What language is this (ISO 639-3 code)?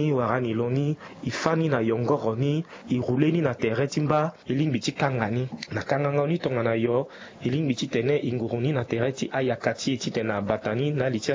sag